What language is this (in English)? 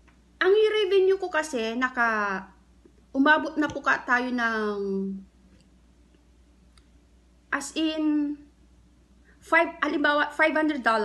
Filipino